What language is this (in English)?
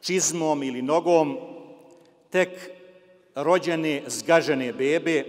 Bosnian